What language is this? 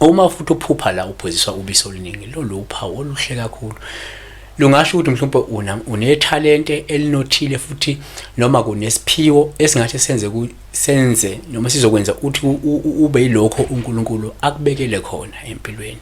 Zulu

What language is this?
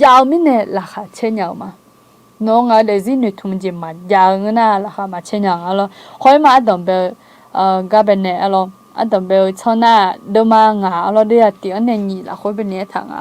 Akha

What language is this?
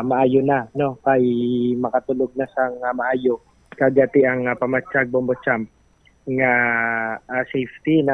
Hiligaynon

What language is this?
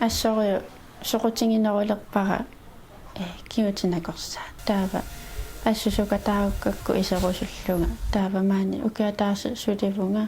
Kalaallisut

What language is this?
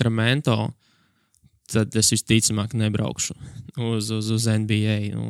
Latvian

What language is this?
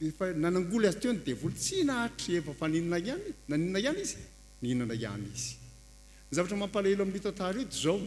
Malagasy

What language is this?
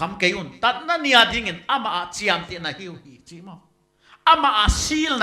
Paite Chin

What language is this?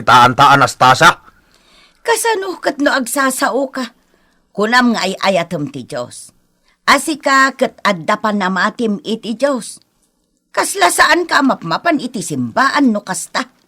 Iloko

